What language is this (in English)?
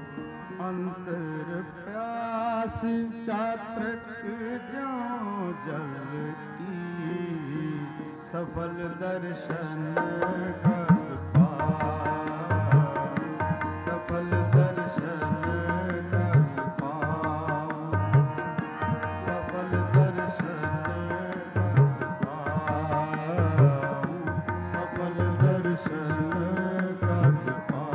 Punjabi